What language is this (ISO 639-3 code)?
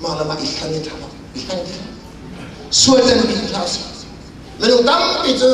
cnh